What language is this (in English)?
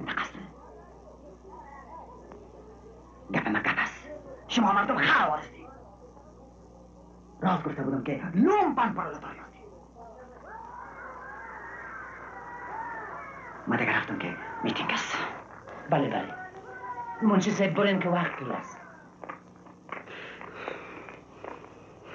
Persian